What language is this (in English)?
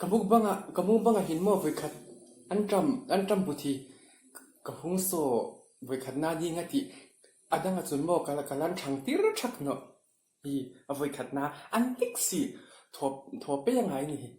Mizo